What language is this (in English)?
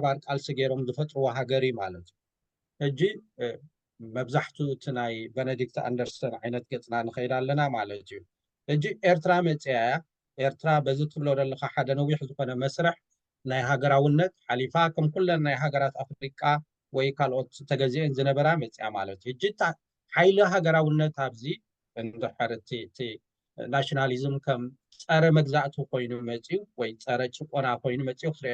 Tigrinya